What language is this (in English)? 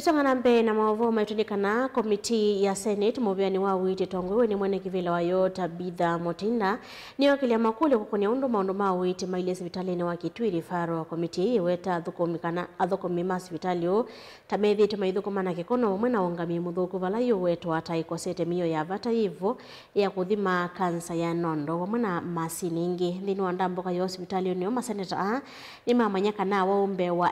Kamba